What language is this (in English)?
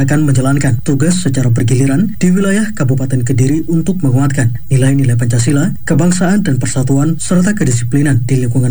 Indonesian